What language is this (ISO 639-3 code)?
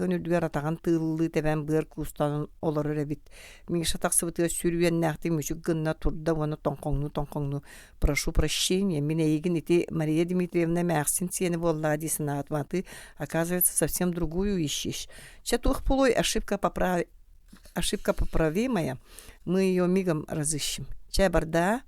sah